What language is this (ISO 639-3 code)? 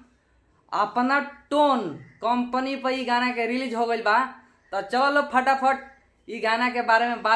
bho